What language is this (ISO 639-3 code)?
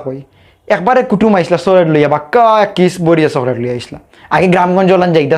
syl